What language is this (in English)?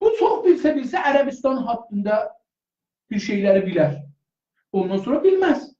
South Azerbaijani